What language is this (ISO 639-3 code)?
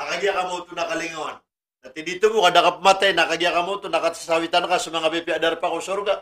mrw